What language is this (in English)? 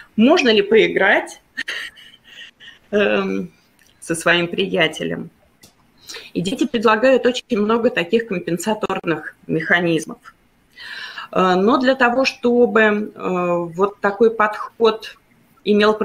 Russian